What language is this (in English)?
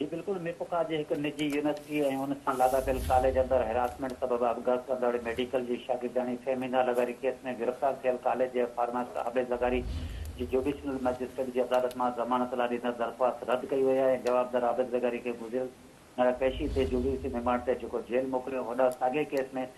Sindhi